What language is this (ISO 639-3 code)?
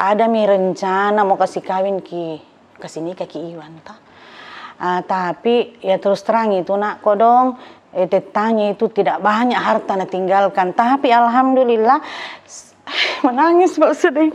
mfp